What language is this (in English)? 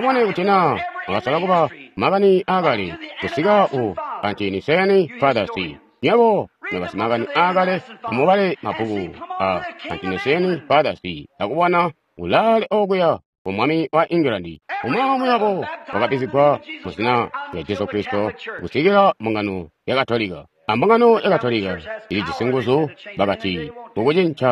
Tonga (Zambia)